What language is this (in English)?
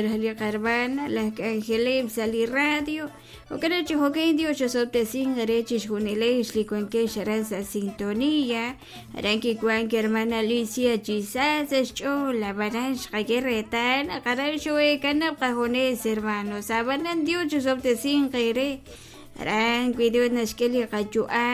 Kekchí